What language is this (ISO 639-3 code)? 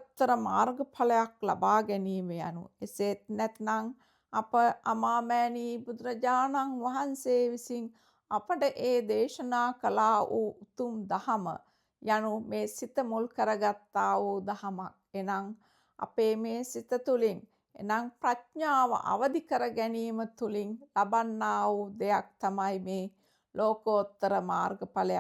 sin